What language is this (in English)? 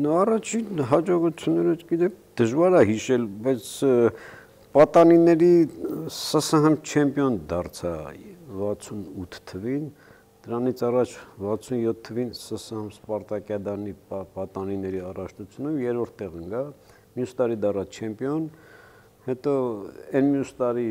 Armenian